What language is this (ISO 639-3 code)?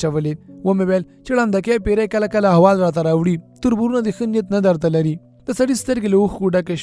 pus